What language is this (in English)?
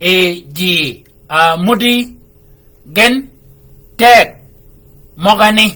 Shilluk